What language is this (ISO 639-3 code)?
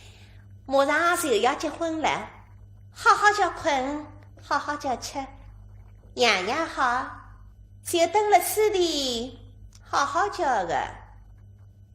wuu